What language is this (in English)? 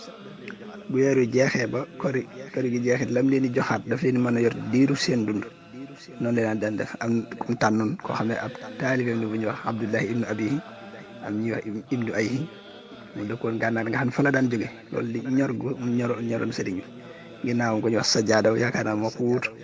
Wolof